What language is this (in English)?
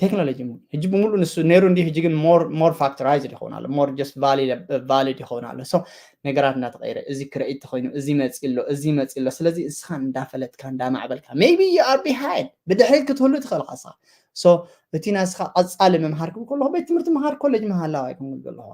Tigrinya